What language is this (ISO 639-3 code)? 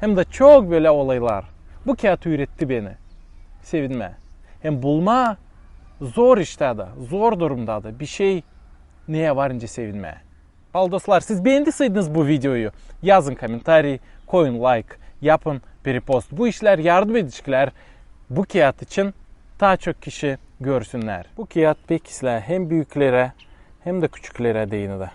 gag